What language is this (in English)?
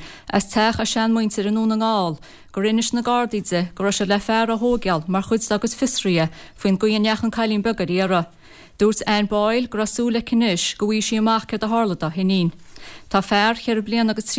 Irish